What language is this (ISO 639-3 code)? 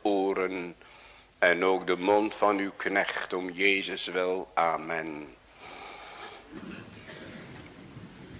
nld